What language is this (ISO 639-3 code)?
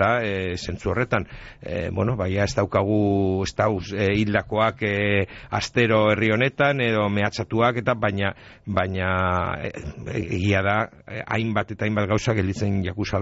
eus